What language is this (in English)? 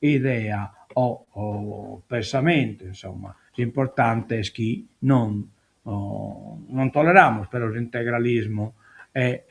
Sardinian